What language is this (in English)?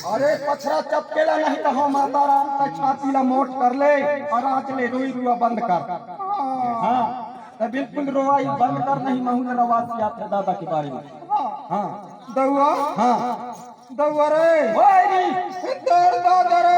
Chhattisgarhi